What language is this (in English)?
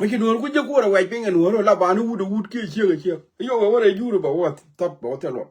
Nuer